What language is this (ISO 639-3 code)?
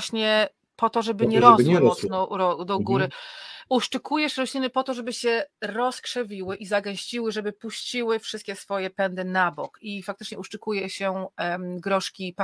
pol